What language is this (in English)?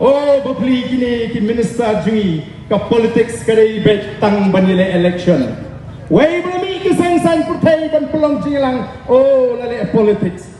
Khasi